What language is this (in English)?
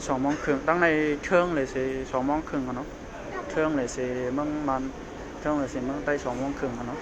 Shan